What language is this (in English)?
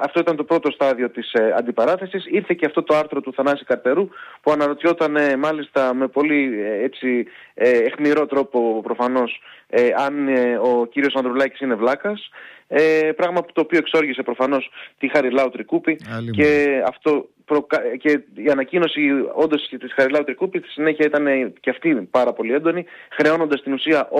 Greek